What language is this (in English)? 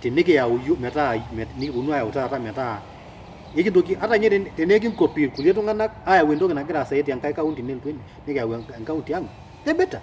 Masai